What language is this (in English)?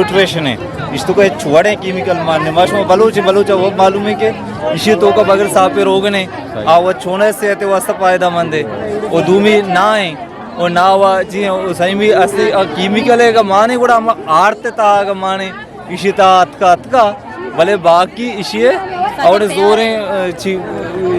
Eastern Balochi